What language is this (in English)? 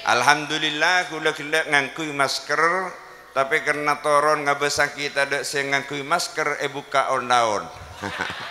Madurese